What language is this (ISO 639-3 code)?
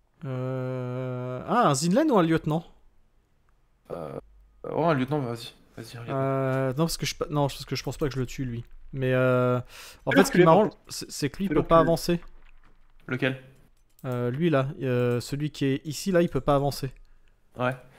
fra